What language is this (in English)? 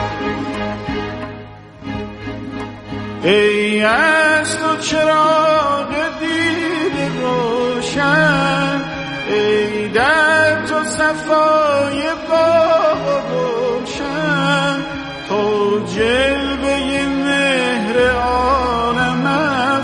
Persian